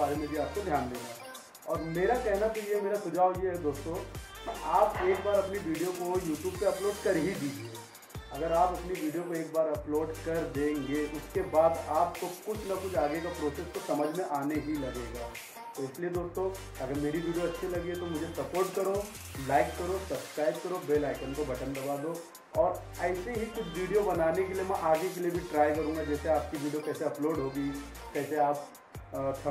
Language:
Hindi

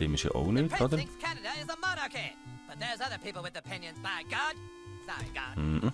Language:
Swiss German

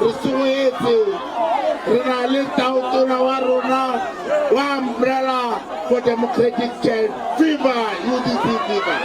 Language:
Tswana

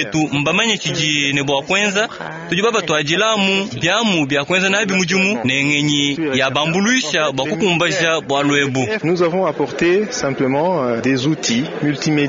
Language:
Luba-Lulua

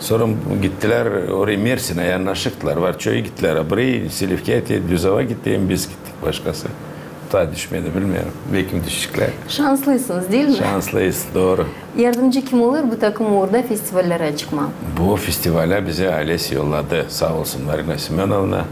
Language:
Gagauz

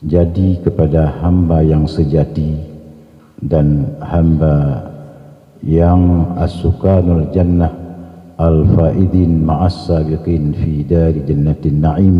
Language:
Achinese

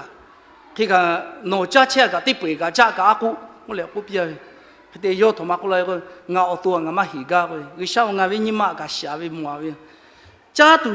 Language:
Lahu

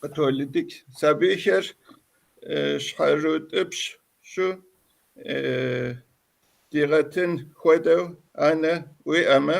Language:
Kabardian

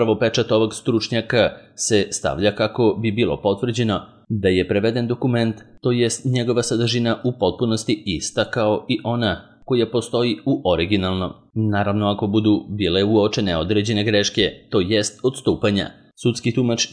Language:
Serbian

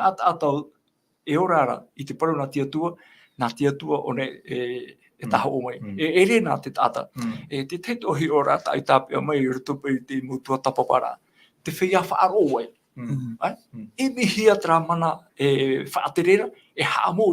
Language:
Tahitian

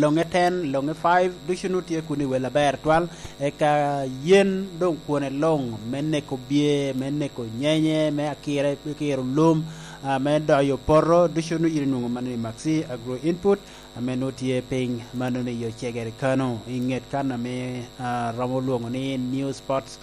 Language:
Lango (Uganda)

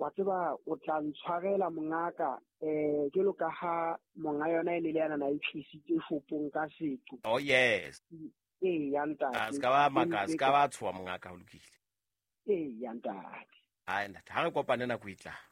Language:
Southern Sotho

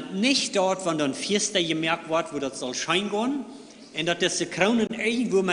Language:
Plautdietsch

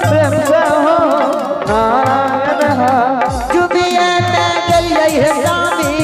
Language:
Angika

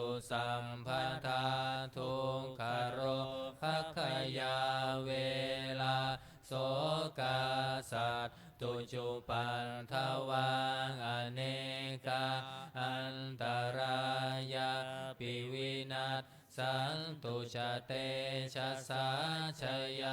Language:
Pali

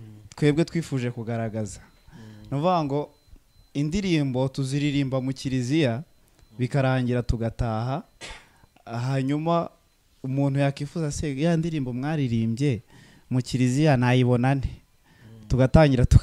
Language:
Kinyarwanda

